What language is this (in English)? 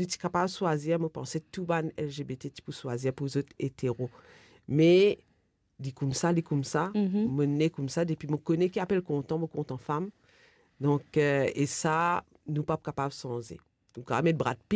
Morisyen